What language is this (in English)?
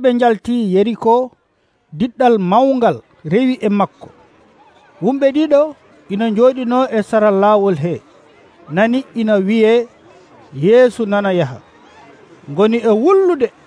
Nigerian Fulfulde